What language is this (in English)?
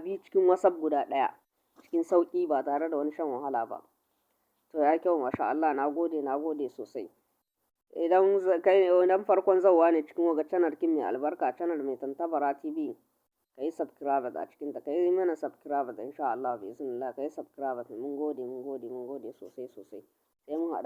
Hausa